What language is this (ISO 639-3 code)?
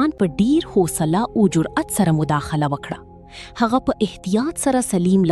pus